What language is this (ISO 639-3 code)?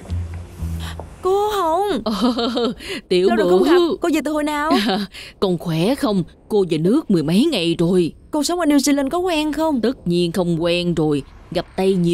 vie